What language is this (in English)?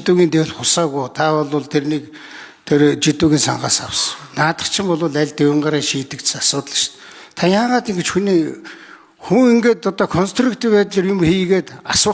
Mongolian